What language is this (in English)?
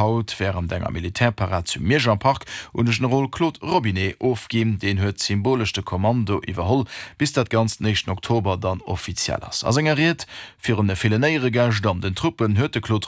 Luxembourgish